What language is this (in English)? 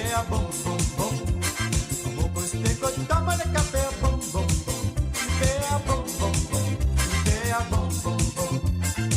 Morisyen